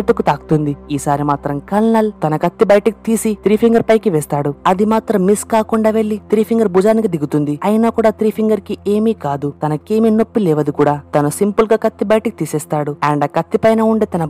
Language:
Telugu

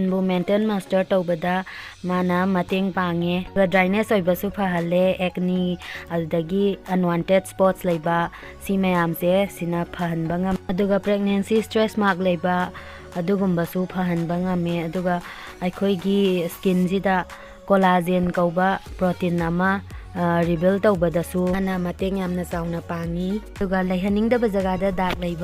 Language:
Manipuri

